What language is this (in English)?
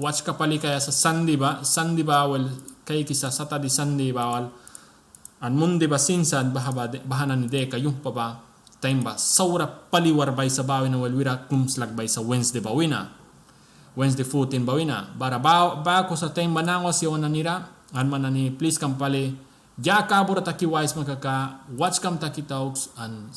Mískito